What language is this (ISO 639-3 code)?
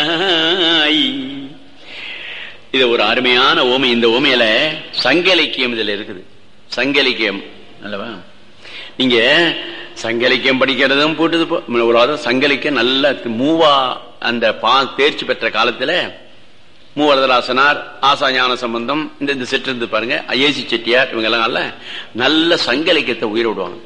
tam